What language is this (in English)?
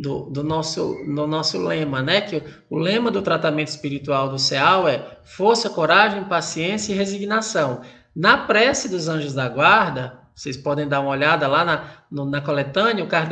Portuguese